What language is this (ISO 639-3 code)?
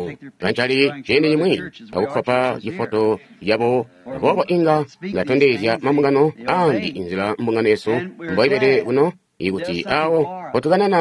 toi